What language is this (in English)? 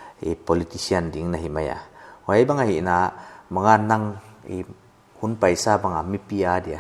Paite Chin